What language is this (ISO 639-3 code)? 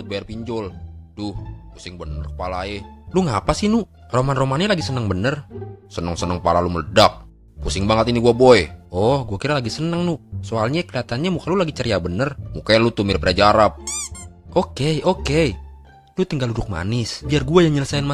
bew